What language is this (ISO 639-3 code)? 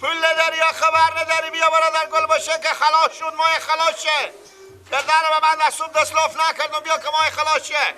fas